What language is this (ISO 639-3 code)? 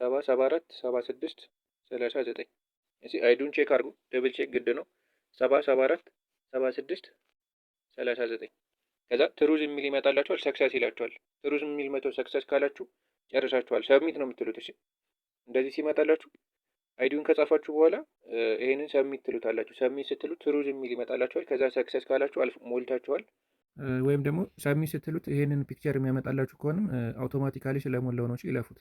amh